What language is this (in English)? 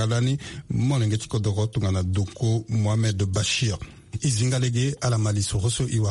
Sango